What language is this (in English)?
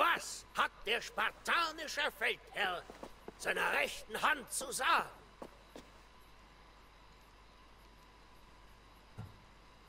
German